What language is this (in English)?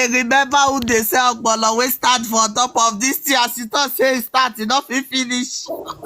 Nigerian Pidgin